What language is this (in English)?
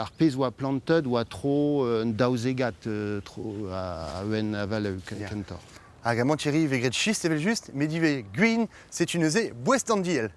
Breton